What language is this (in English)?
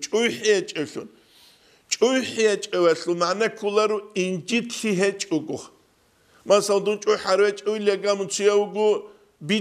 Avaric